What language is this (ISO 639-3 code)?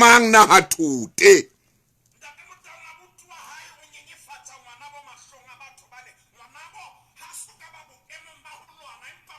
sot